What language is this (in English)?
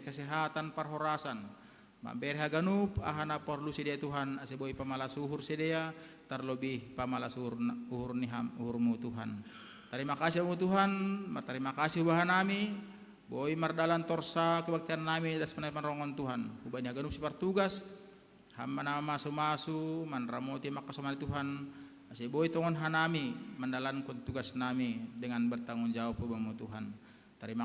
Batak Simalungun